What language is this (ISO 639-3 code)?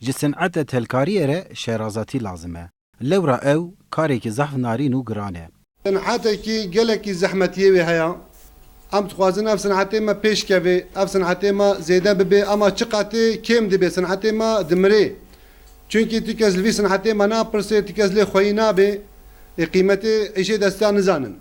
kur